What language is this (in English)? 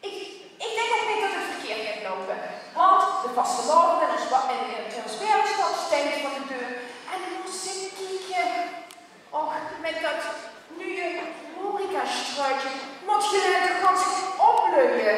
Limburgish